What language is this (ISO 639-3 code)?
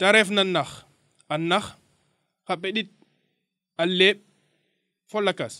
srr